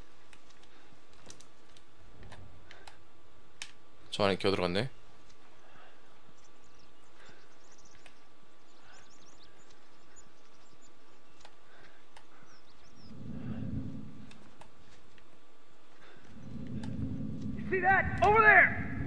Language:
Korean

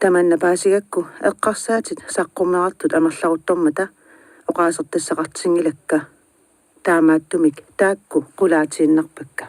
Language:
Kalaallisut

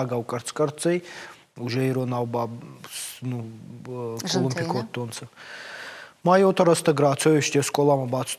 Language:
Ossetic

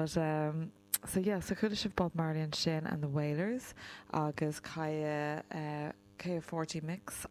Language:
Irish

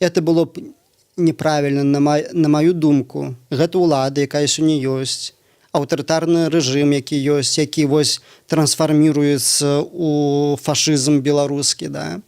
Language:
Belarusian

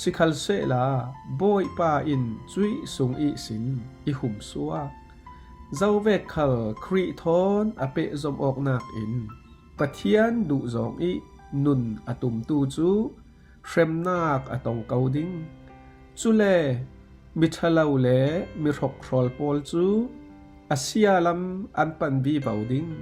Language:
Falam Chin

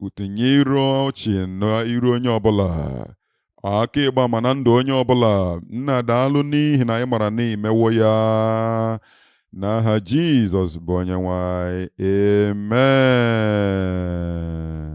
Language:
Igbo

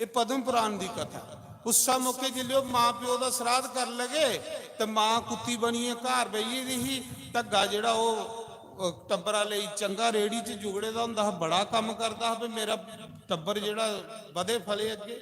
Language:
Dogri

